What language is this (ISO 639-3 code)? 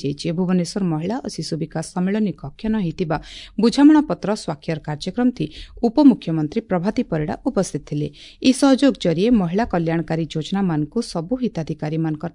ori